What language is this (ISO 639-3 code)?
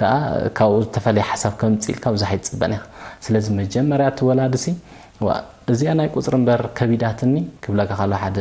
tir